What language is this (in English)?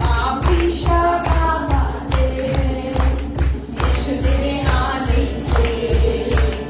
Konkani